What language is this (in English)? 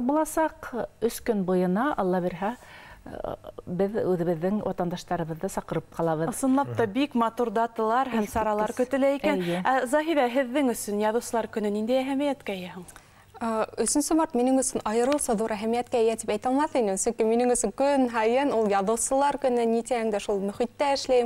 Bashkir